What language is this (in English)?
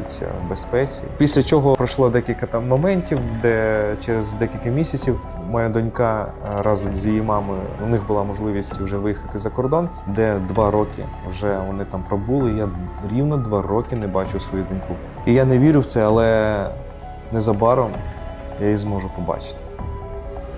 Ukrainian